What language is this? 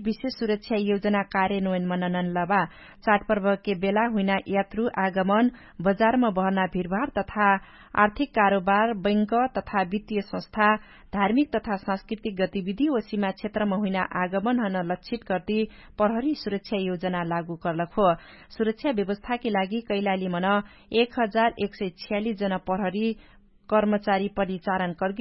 Dangaura Tharu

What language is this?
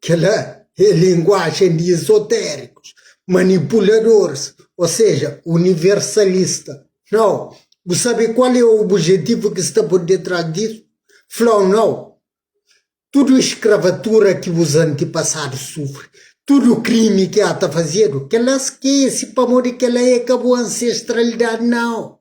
Kabuverdianu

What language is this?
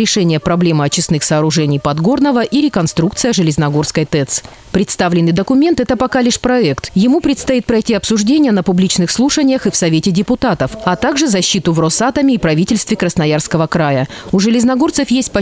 Russian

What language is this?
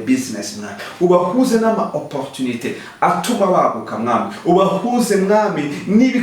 Kinyarwanda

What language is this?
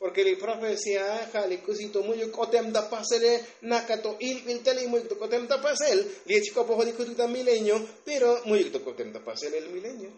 Tzotzil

